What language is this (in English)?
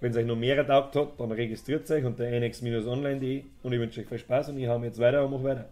Bavarian